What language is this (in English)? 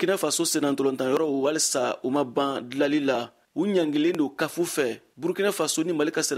Bambara